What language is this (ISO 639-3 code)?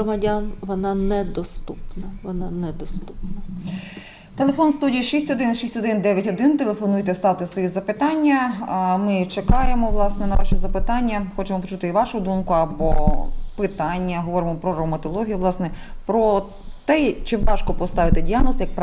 ukr